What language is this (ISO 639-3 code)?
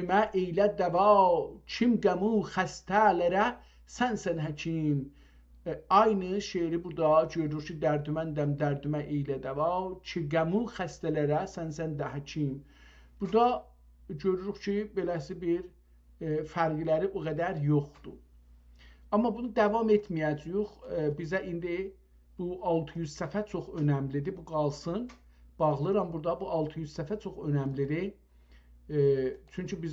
azb